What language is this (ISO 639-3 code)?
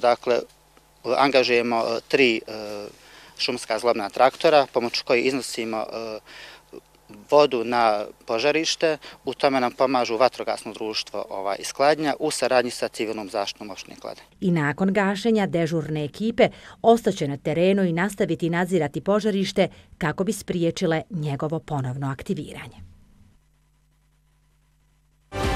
bos